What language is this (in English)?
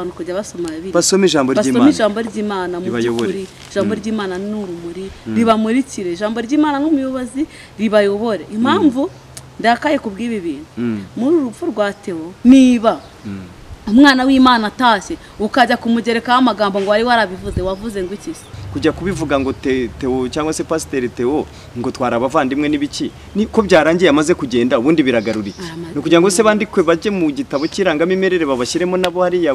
Kinyarwanda